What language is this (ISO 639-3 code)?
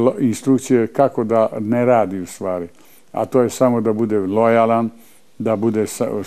srp